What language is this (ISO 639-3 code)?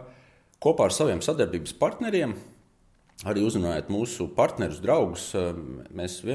lav